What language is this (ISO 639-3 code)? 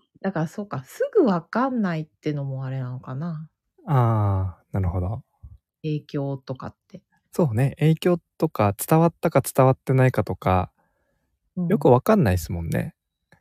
jpn